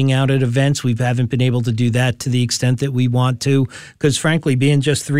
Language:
English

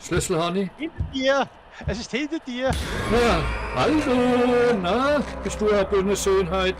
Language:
Swiss German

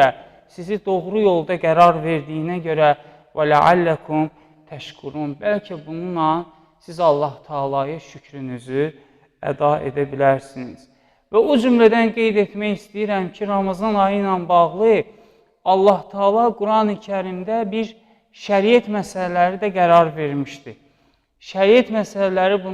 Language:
Azerbaijani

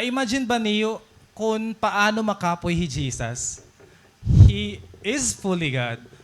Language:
Waray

